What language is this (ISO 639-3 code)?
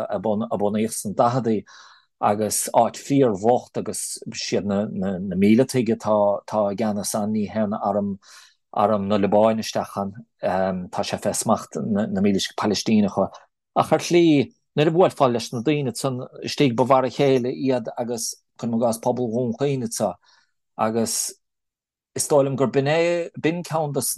gle